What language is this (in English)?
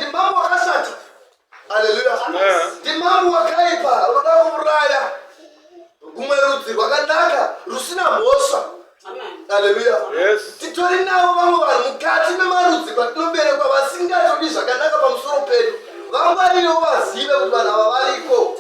Shona